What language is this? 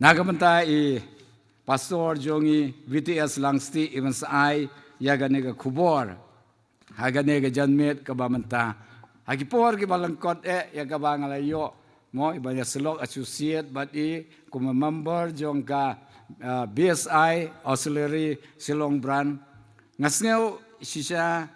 Khasi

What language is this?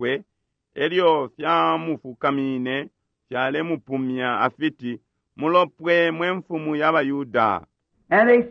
Bemba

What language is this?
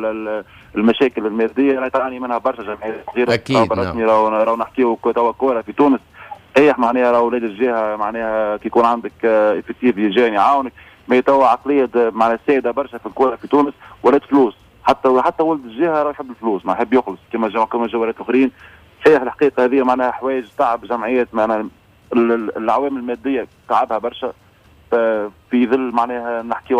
Tunisian Arabic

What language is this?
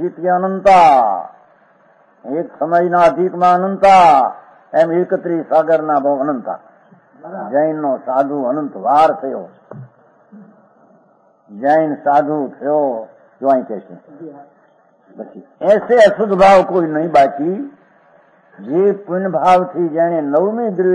Gujarati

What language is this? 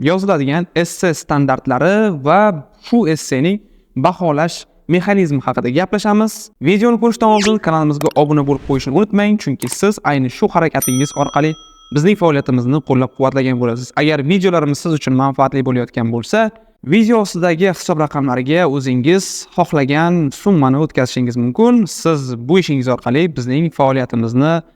Uzbek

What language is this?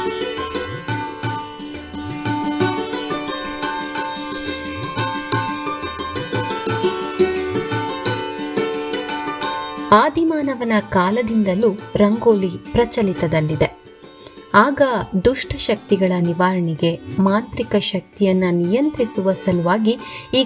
Kannada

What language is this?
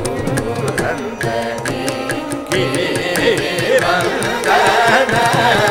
Telugu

